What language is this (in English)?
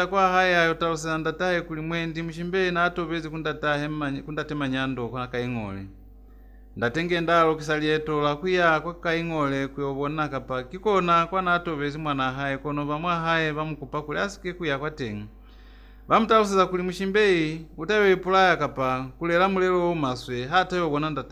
Lozi